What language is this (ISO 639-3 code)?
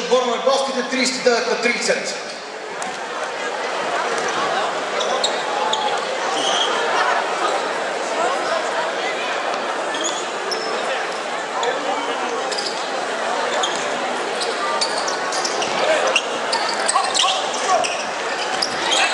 bul